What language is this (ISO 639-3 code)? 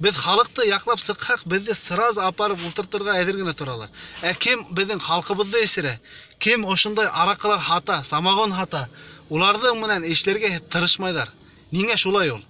bak